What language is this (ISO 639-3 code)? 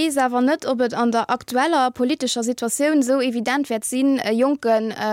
ltz